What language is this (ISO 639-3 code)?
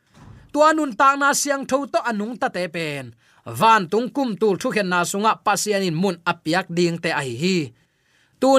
ctd